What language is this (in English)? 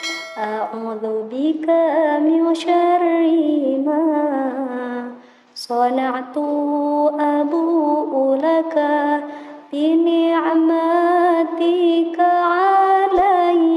Arabic